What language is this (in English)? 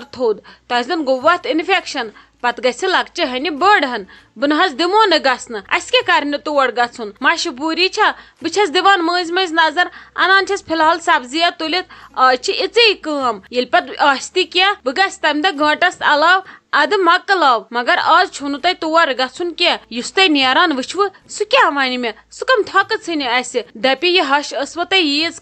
Kashmiri